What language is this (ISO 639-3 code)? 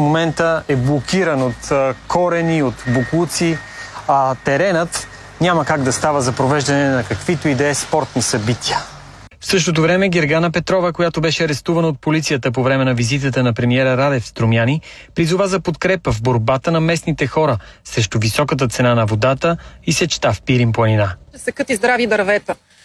bul